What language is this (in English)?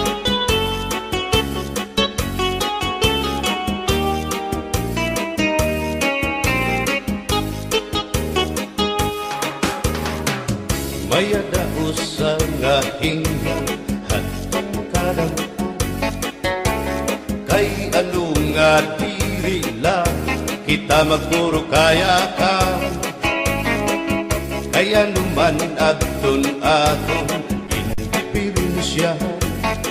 Waray